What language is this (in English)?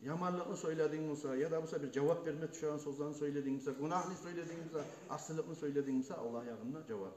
Kumyk